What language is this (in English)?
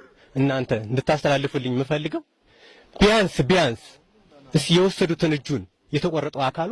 Amharic